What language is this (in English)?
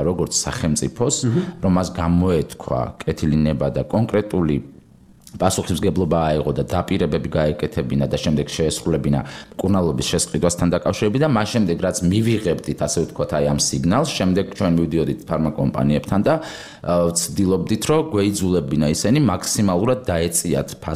Georgian